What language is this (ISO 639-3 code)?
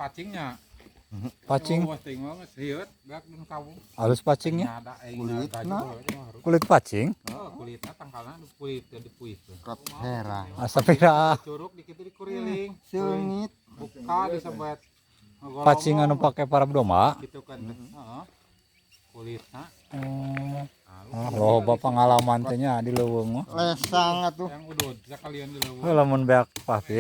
sun